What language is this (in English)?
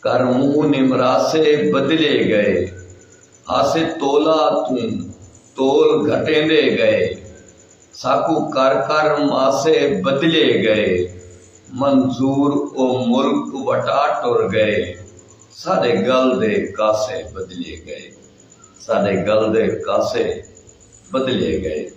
Saraiki